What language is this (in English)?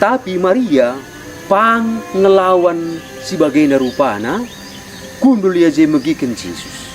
Batak Karo